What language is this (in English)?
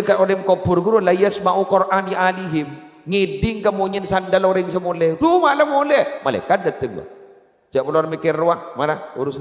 Madurese